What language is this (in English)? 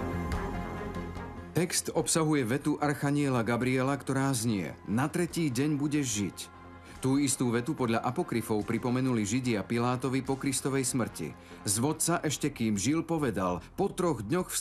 Slovak